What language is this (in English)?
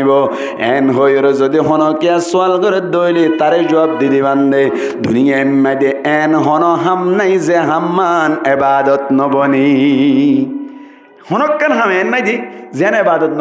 Rohingya